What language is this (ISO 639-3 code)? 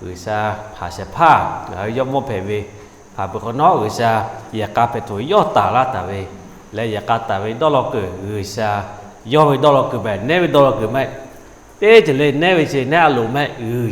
lhu